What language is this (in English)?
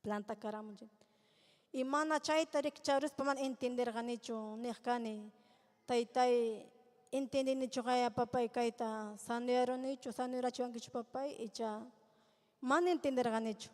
Ayacucho Quechua